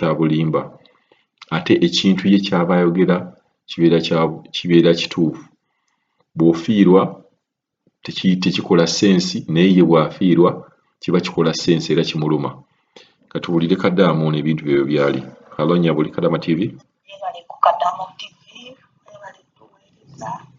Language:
Ganda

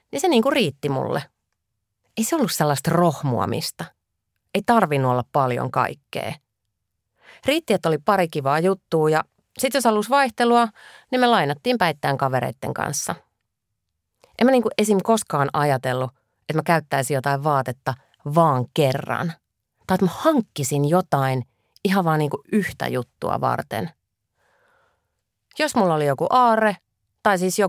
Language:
Finnish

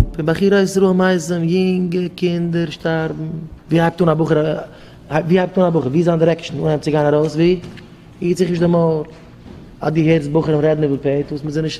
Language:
Yiddish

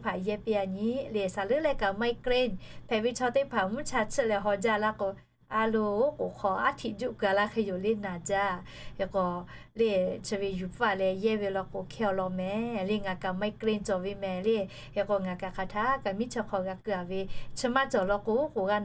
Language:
Lahu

